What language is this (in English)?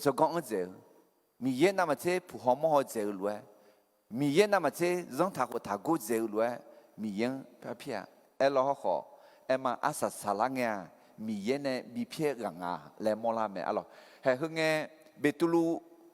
Akha